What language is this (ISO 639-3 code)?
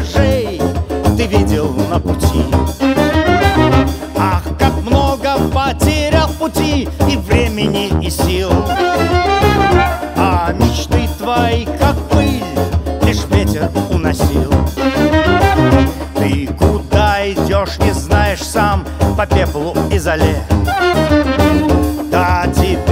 rus